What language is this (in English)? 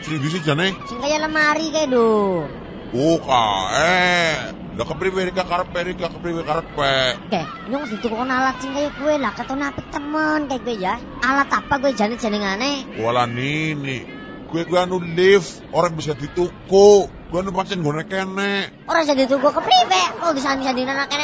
Javanese